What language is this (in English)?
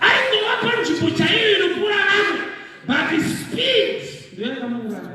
Shona